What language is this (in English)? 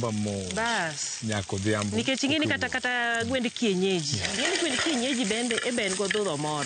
Luo (Kenya and Tanzania)